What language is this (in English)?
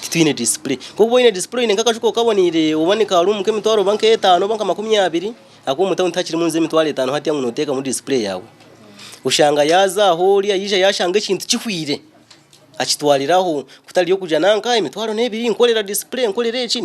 Nyankole